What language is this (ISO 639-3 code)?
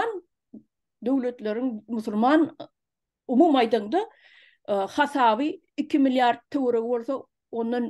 tuk